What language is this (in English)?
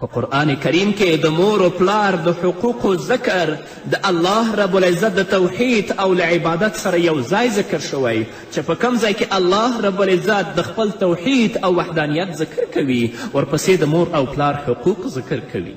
Pashto